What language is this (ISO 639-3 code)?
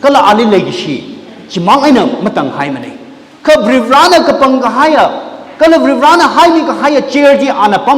nmf